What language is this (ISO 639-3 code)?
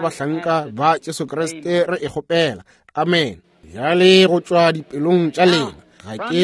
nso